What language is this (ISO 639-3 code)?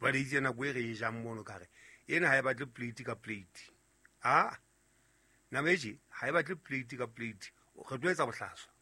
sot